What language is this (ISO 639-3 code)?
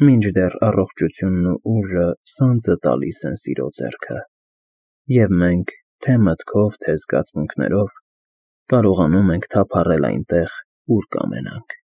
hye